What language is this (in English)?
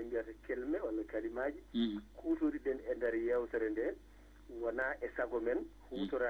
Fula